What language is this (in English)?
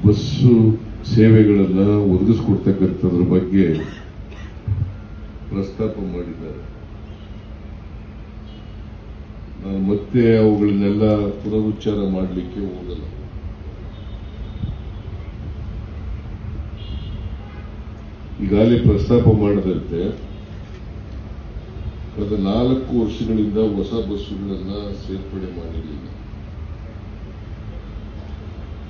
Kannada